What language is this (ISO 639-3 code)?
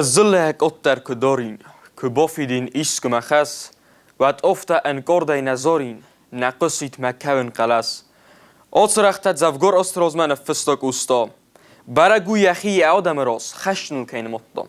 oss